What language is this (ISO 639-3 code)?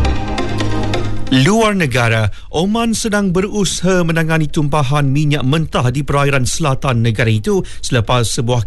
msa